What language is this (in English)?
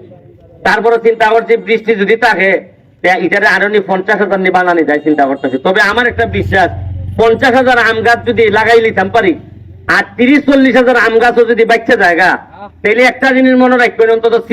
Sylheti